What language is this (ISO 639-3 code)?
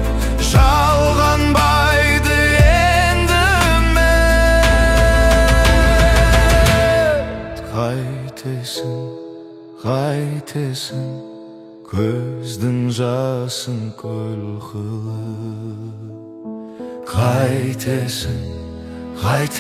kaz